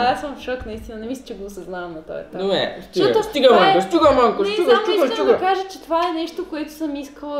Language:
Bulgarian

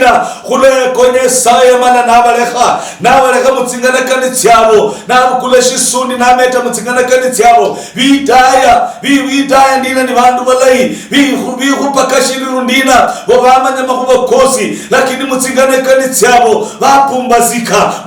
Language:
Luyia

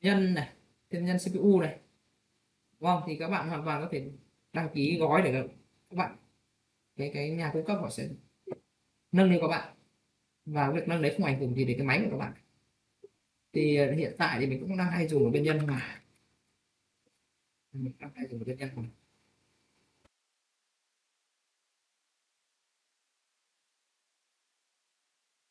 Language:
Vietnamese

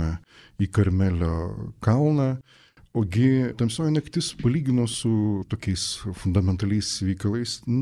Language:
Lithuanian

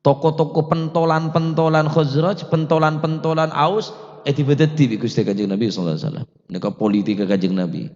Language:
Madurese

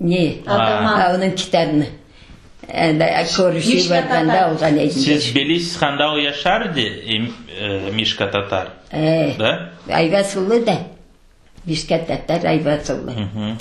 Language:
Crimean Tatar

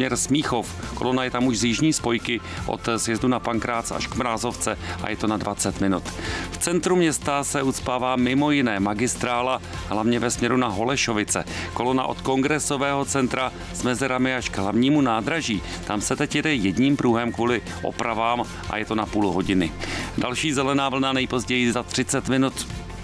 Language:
Czech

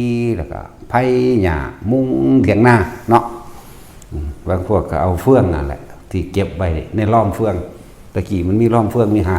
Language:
Northeastern Thai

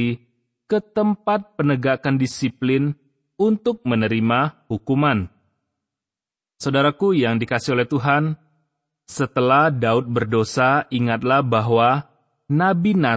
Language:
Indonesian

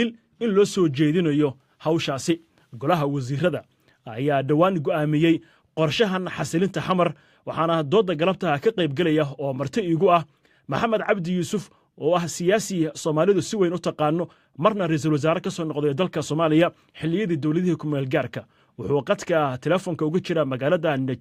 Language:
Somali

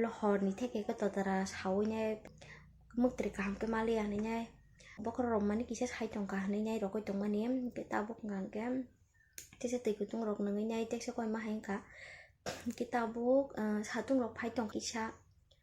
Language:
Kok Borok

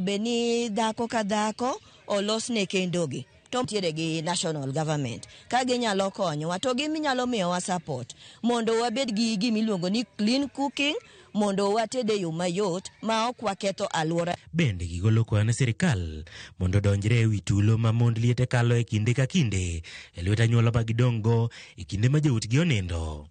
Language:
Luo (Kenya and Tanzania)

